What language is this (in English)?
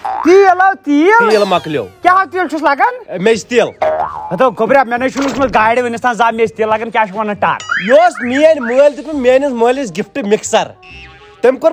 Kashmiri